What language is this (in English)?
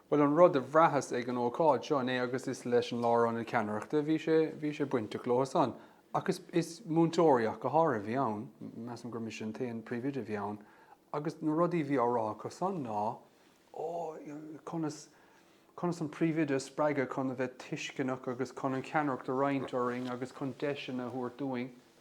Irish